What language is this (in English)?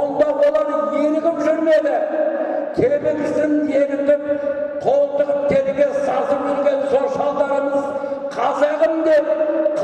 Kazakh